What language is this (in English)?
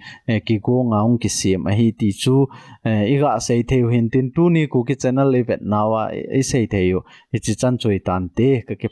Thado Chin